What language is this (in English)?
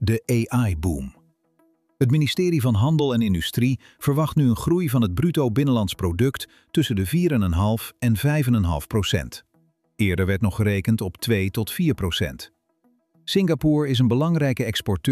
Dutch